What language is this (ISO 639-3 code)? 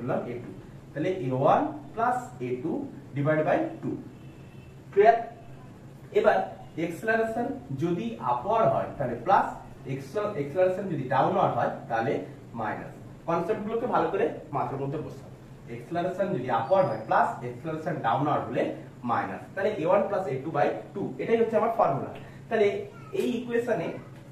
ben